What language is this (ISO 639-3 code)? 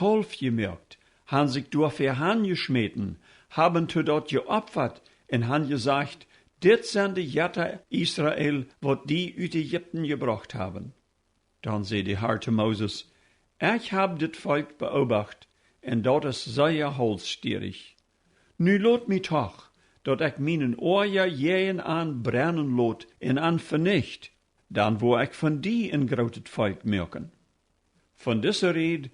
pdt